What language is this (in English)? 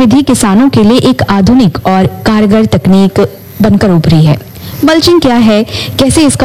Hindi